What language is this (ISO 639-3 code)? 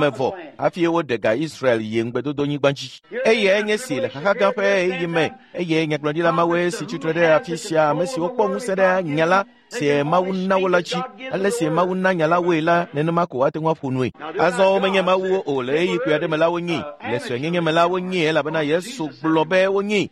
ewe